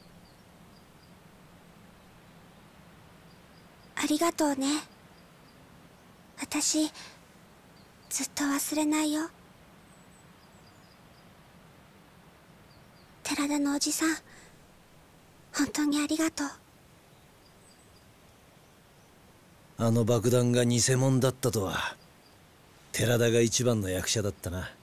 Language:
Japanese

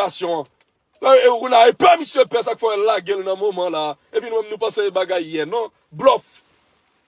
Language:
Haitian Creole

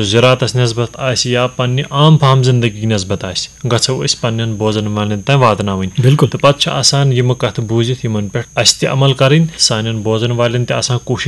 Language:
Kashmiri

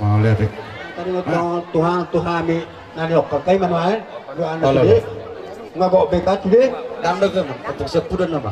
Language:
Batak Toba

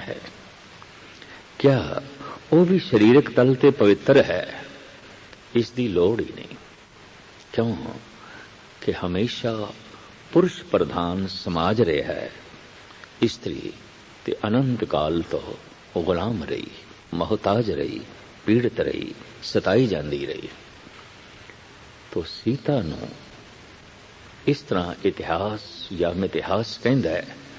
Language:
Punjabi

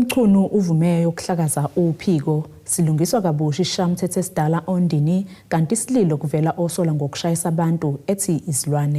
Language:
Zulu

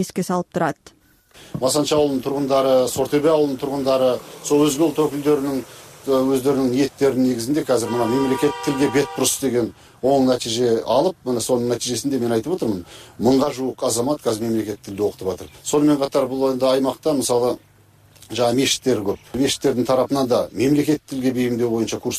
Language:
Kyrgyz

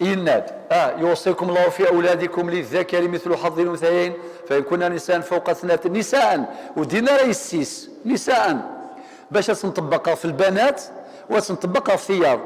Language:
Kabyle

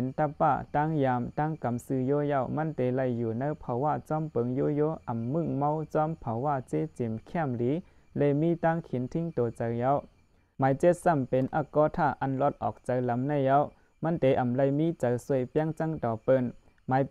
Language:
Shan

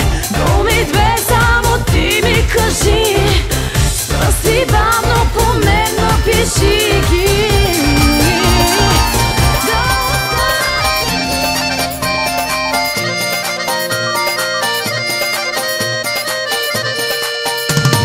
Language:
Bulgarian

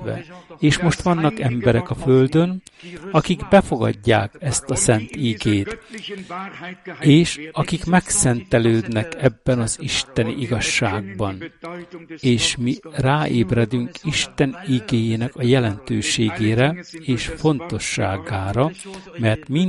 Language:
Hungarian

